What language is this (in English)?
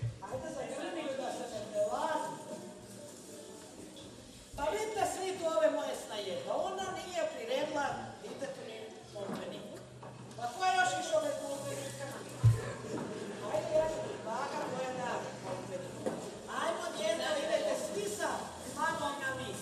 Croatian